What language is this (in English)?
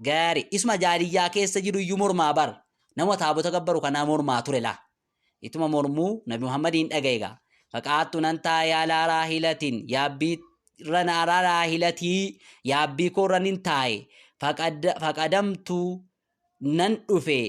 Oromo